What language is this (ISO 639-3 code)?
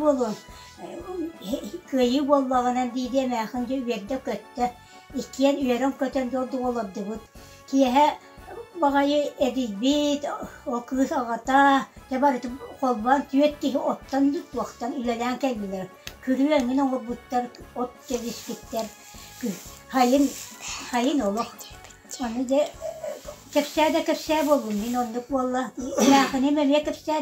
sah